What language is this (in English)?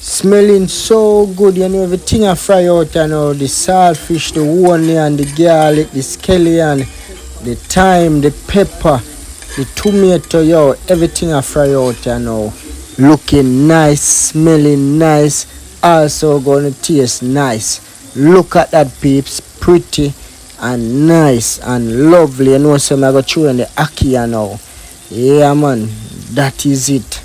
Jamaican Creole English